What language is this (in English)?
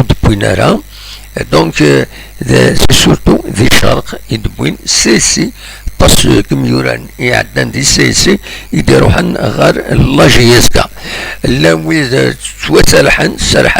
Kabyle